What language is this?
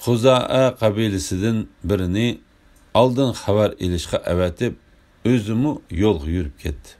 Uyghur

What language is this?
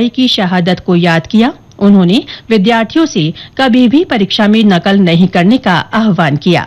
Hindi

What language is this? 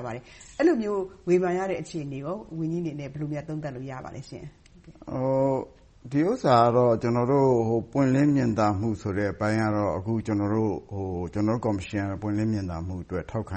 Burmese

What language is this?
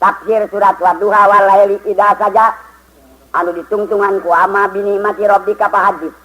Sundanese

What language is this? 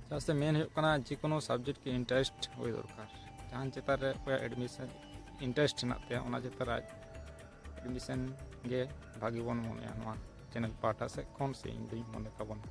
Santali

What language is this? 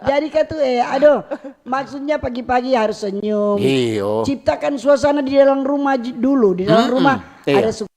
Manado Malay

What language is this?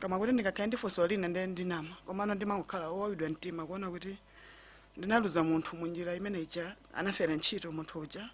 Nyanja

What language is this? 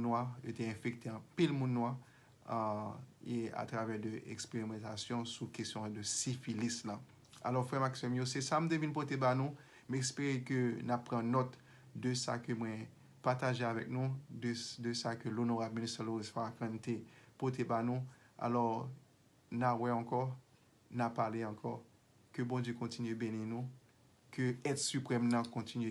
Haitian Creole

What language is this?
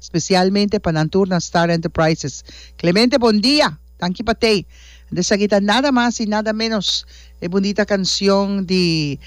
Papiamento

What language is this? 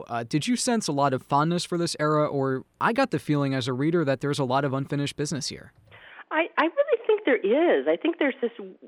English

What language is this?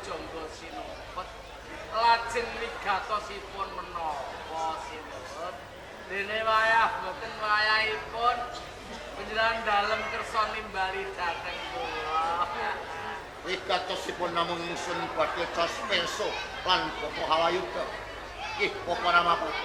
Javanese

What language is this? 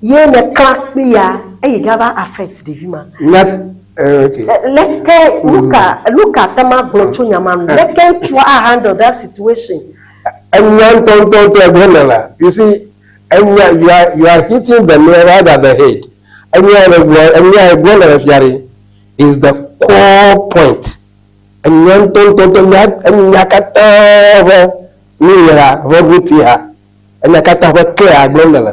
Ewe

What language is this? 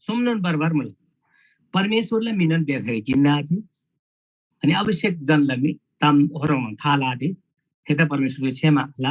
Eastern Tamang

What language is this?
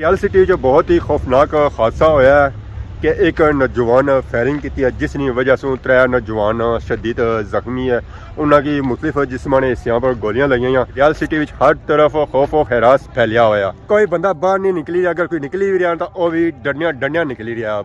Pahari-Potwari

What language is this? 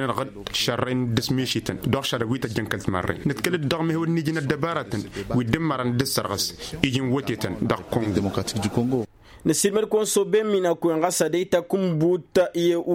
Tamasheq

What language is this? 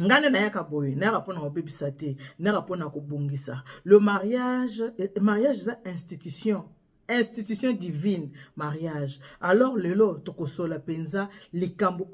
Lingala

